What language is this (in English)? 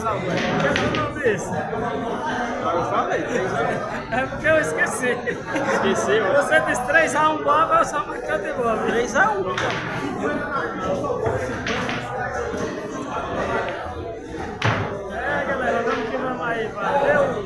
Portuguese